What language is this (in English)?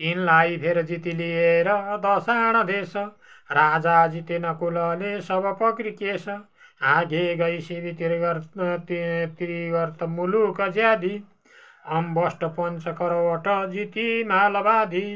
Nepali